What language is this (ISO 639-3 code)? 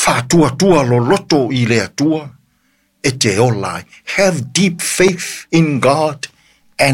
smo